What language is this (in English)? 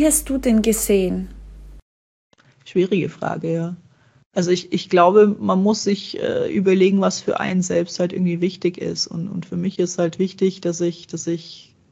German